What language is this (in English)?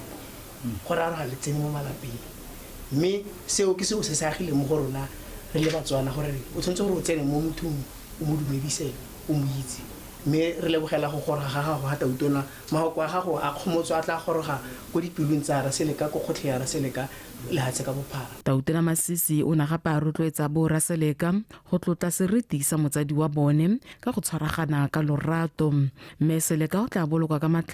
Tswana